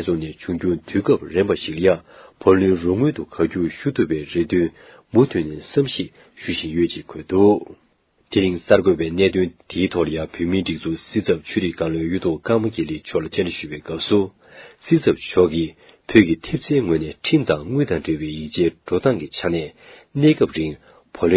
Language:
Tibetan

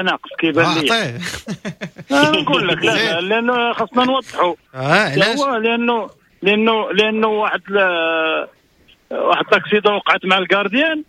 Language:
Moroccan Arabic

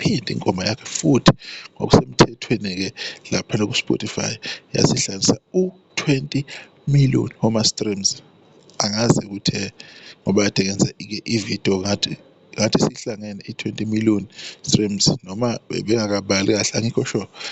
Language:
Zulu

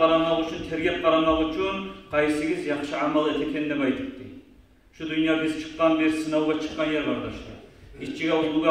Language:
Kumyk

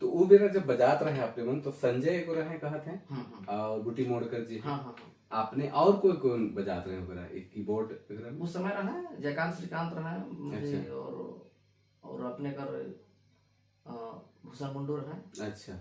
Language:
Sadri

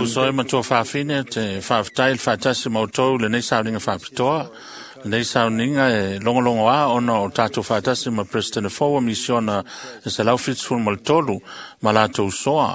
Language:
Samoan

